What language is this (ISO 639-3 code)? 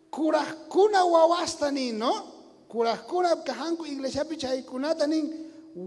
quh